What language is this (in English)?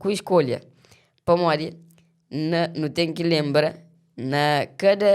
Kabuverdianu